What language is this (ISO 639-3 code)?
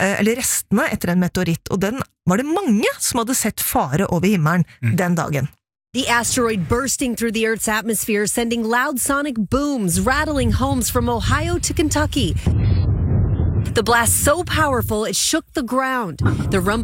nor